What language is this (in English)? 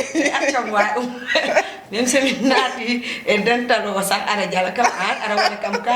Fula